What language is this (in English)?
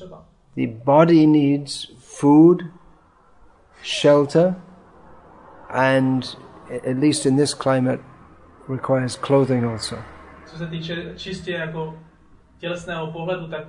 Czech